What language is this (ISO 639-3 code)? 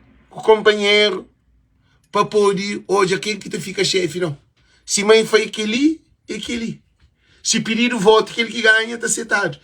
kea